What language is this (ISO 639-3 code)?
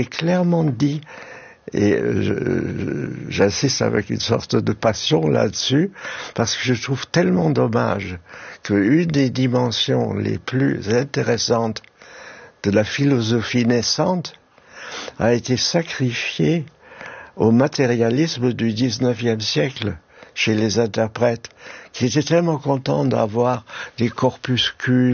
fra